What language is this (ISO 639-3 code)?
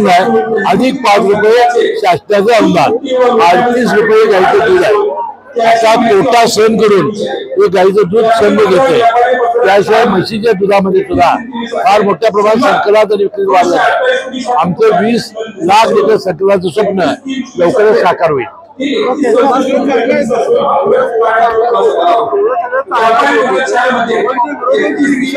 mar